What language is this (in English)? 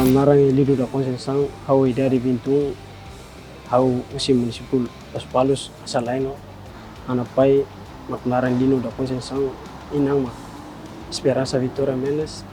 Tetum